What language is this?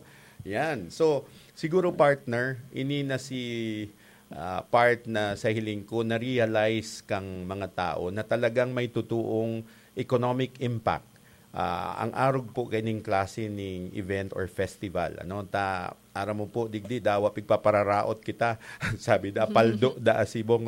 Bikol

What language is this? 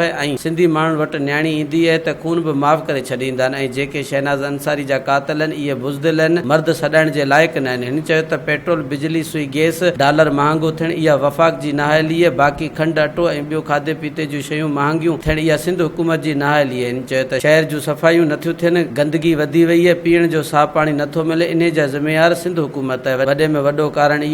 Sindhi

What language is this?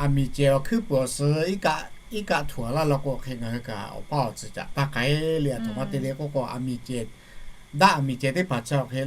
Lahu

